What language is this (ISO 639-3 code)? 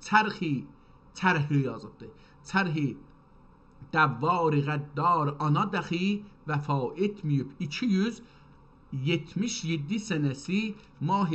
azb